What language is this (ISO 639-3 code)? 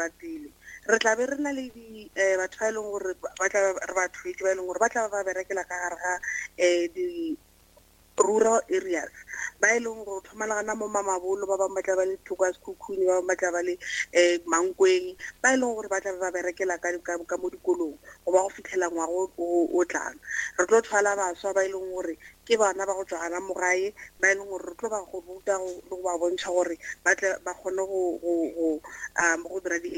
nso